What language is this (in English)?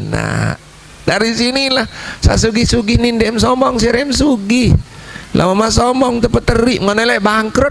Sasak